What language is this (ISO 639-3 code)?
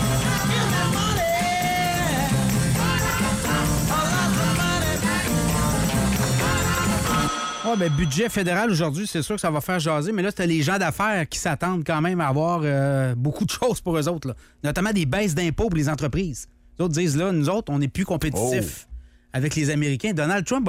fra